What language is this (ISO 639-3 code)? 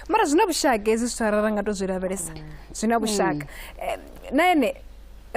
ven